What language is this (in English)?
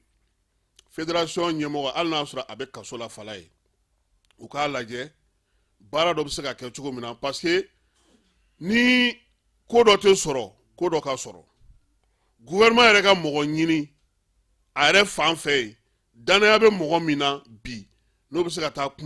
Bambara